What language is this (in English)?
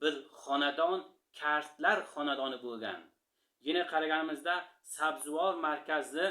Uzbek